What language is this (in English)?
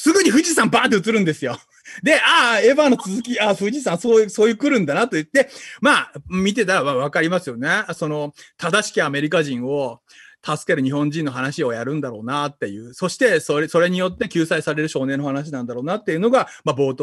Japanese